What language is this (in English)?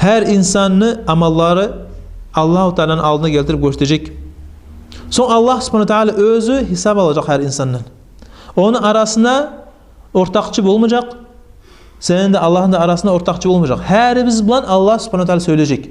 Kumyk